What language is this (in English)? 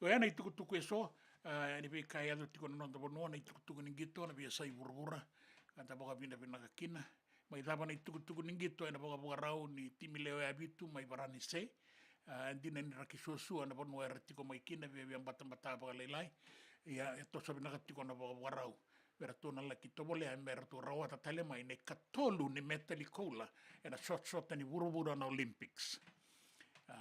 Fijian